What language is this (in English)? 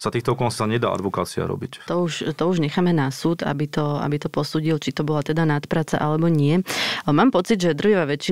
Slovak